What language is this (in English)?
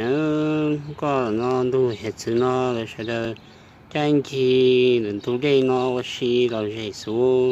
Hmong